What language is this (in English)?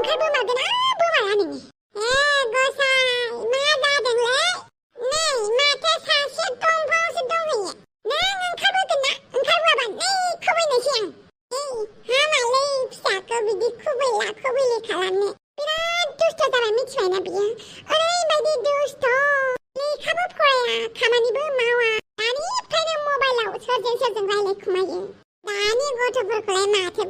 Bodo